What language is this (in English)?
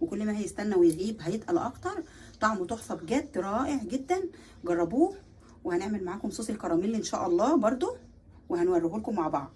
Egyptian Arabic